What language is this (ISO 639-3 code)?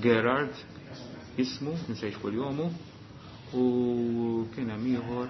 mlt